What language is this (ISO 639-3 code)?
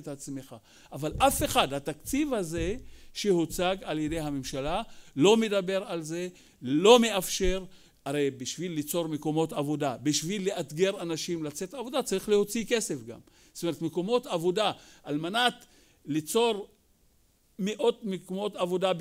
heb